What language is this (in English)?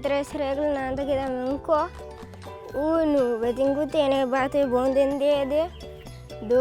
Papiamento